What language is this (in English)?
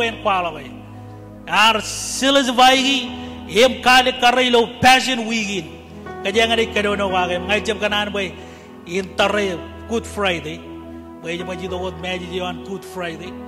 Marshallese